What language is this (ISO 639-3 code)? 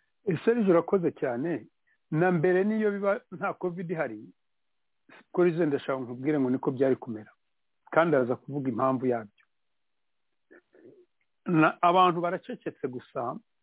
kin